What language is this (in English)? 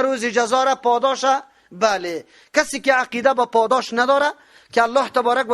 Persian